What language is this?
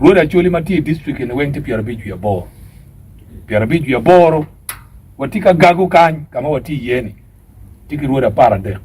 Acoli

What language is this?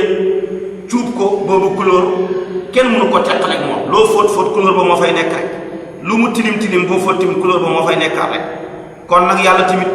Wolof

